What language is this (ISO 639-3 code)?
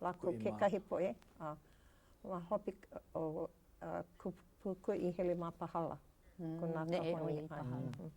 haw